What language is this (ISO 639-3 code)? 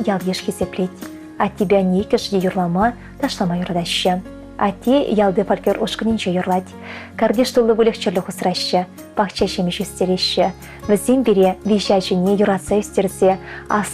chv